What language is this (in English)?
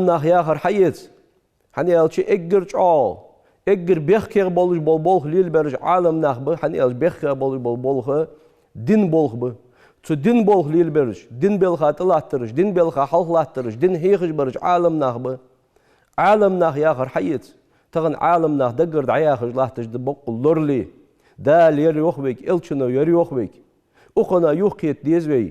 Ingush